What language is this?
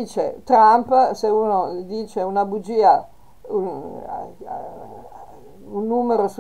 Italian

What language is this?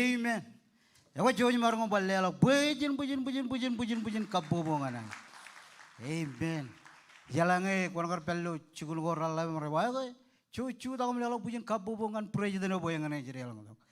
Marshallese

